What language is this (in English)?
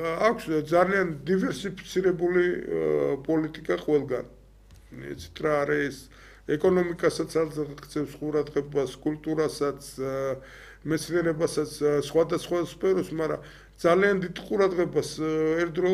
Georgian